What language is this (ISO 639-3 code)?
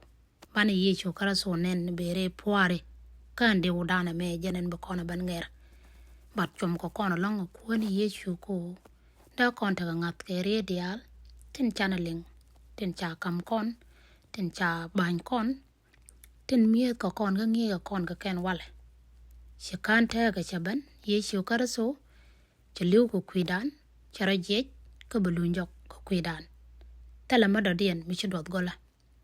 nus